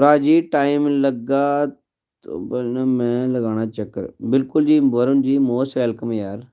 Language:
Dogri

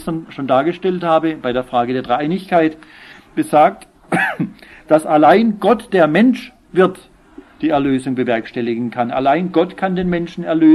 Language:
German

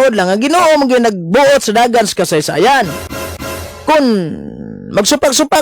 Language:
Cebuano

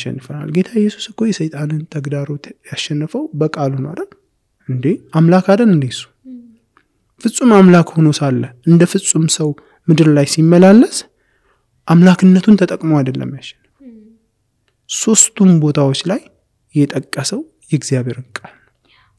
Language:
Amharic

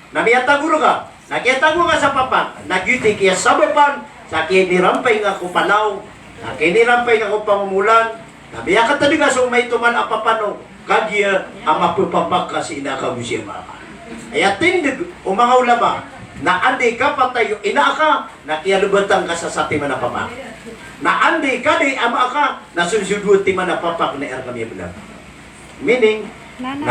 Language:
Maranao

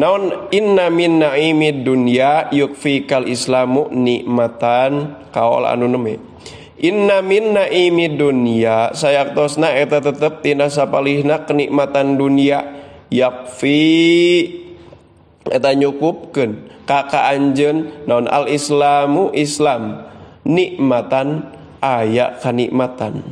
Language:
Sundanese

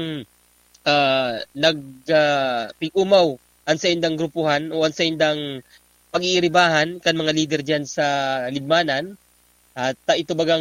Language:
Bikol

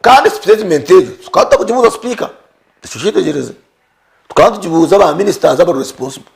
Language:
Nyankole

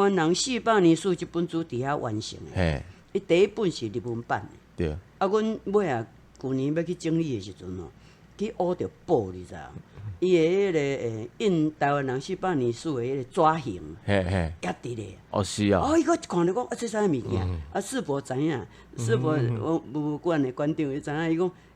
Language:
Min Nan Chinese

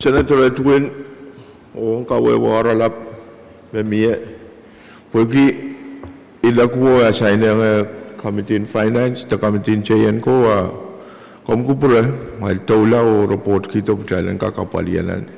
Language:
Pohnpeian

